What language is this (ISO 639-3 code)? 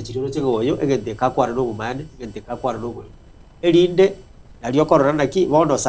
guz